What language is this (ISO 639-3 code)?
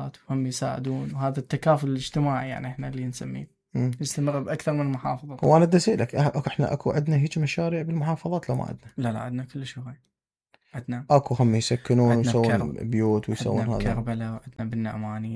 acm